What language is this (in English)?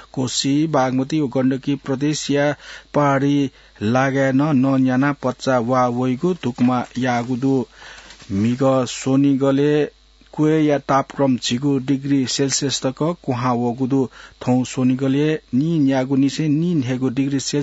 Newari